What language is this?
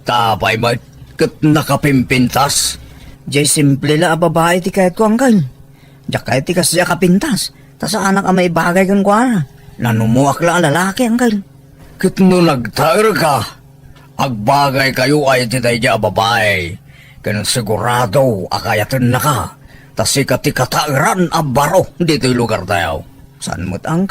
Iloko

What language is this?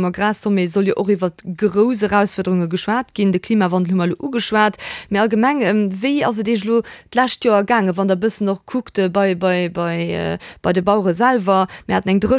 Luxembourgish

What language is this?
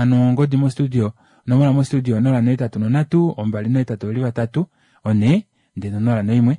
Kuanyama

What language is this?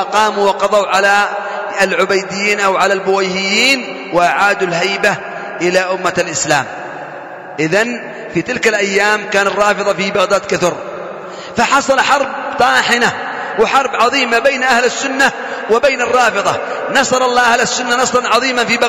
Arabic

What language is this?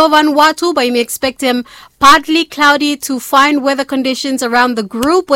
Bislama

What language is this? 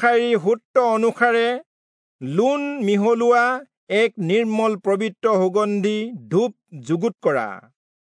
Assamese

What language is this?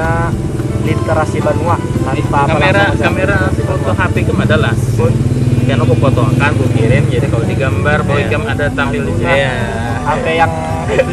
Banjar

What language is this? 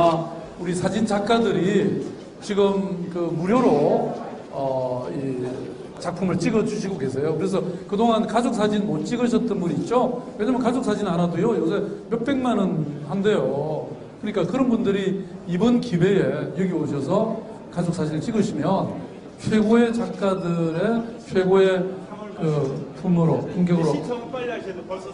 Korean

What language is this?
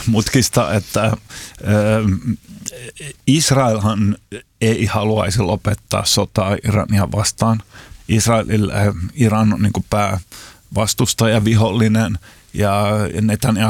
Finnish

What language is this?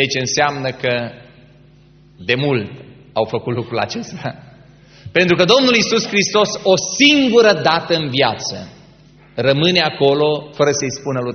Romanian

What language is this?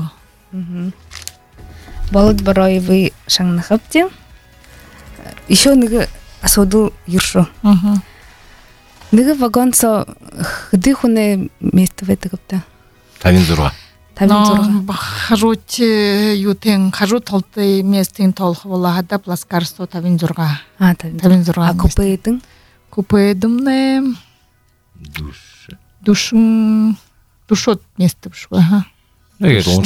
Buriat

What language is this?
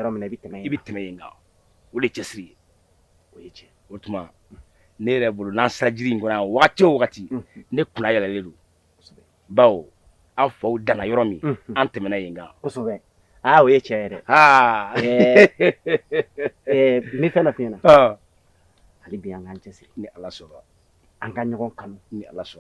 Bambara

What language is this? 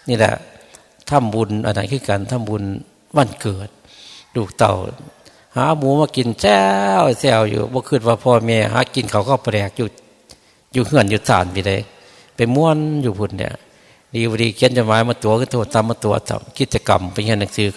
Northeastern Thai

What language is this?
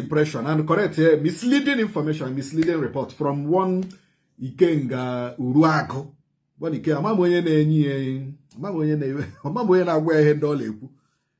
Igbo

